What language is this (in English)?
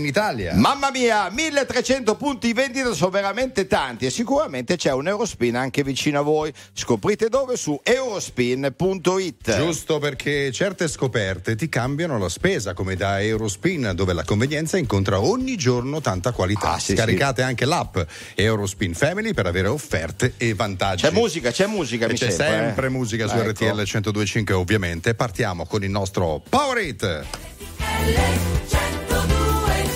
Italian